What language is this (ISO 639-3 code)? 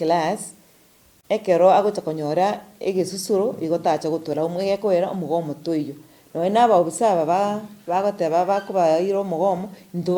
guz